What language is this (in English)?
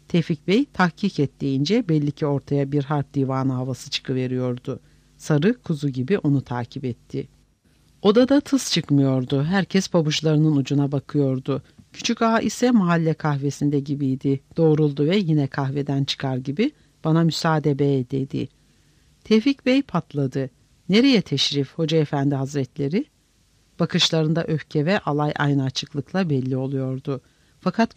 Turkish